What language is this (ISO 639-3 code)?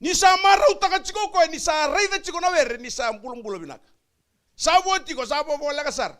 fij